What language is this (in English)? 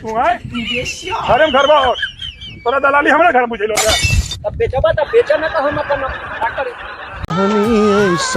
Magahi